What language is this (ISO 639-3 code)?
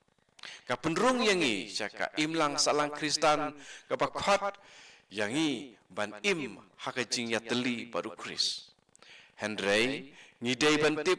kha